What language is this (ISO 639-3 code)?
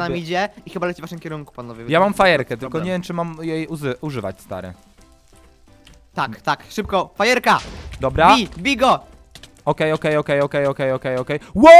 pol